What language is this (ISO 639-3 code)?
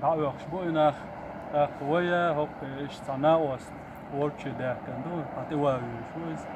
che